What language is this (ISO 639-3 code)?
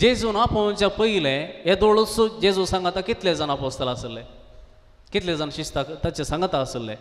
kok